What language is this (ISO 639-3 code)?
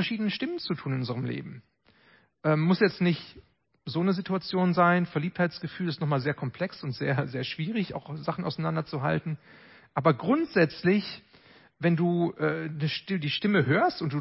deu